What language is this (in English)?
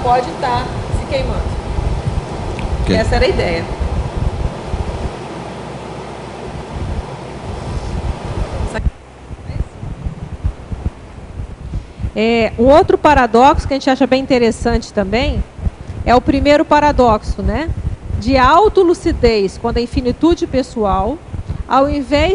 Portuguese